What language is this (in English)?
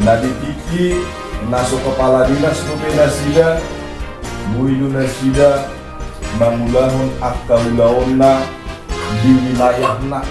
Batak Toba